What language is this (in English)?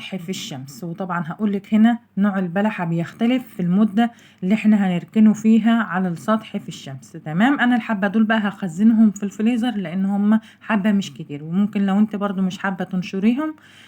Egyptian Arabic